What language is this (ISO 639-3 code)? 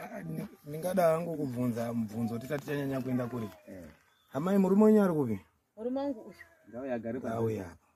sna